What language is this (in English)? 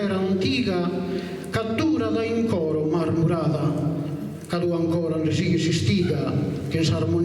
Sardinian